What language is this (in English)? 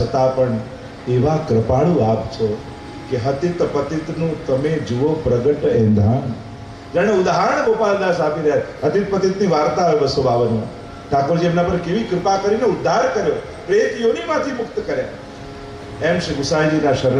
Gujarati